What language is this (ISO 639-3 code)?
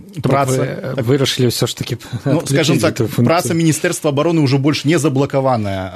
bel